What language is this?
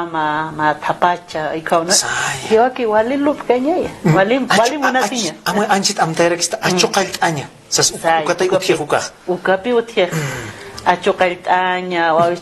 Aymara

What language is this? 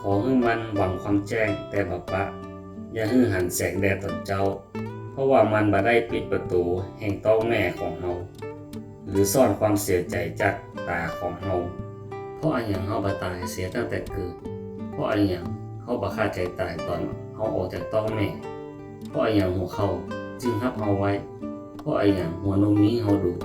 Northern Thai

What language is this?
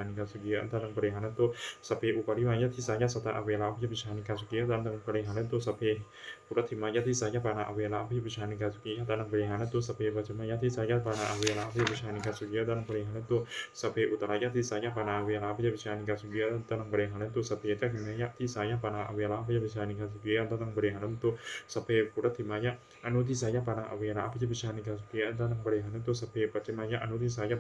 Pali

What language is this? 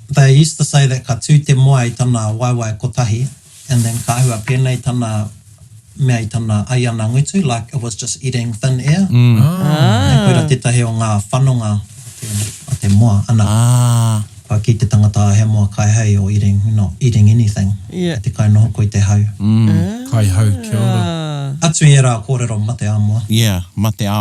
Māori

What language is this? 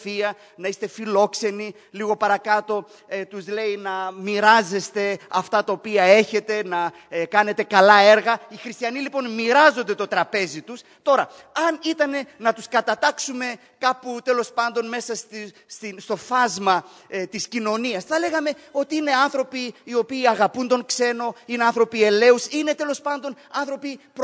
Greek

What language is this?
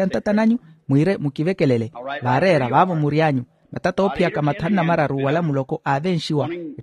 Makhuwa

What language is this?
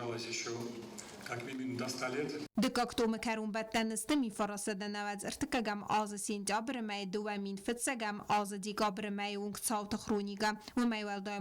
Ossetic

